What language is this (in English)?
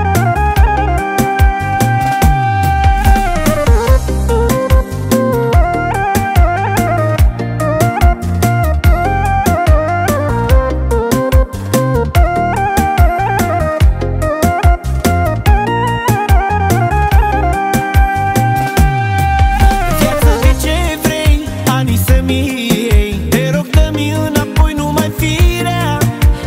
Romanian